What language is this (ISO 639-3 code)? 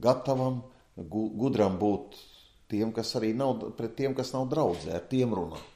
lav